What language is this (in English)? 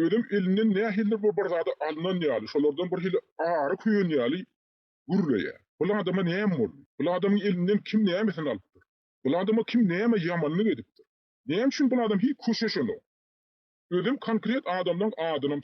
Turkmen